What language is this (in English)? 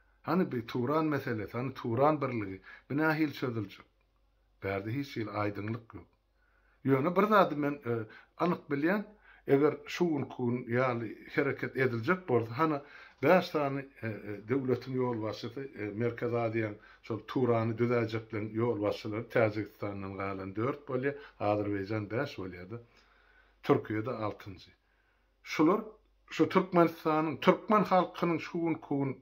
Turkmen